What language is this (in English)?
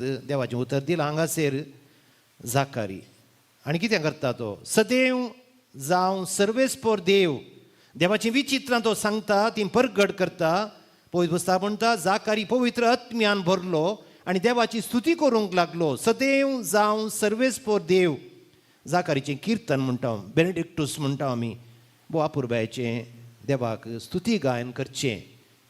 Konkani